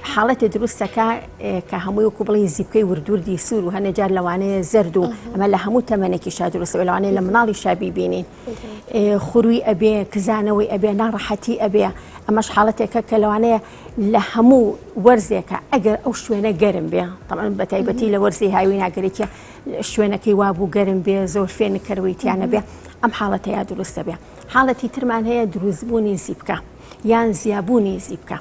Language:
Central Kurdish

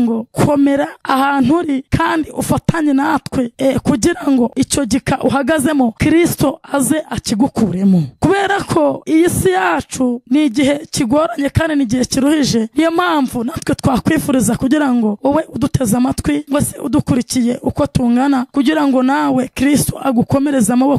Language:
Kinyarwanda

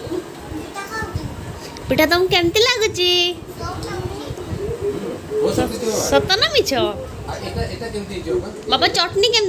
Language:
Odia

